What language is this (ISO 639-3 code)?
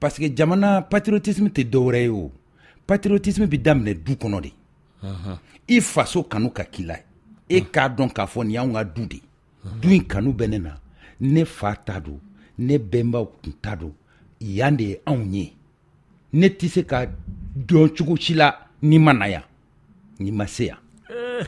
bam